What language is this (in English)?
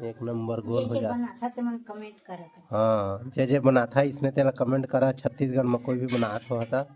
Chhattisgarhi